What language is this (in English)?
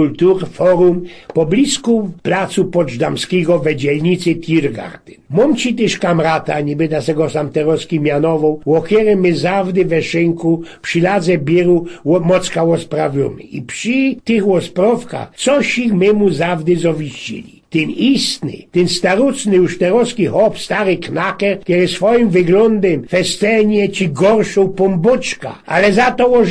Silesian